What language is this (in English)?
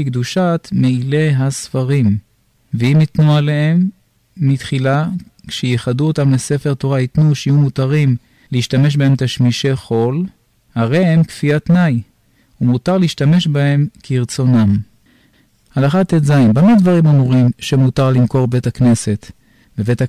Hebrew